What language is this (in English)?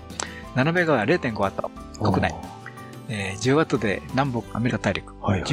Japanese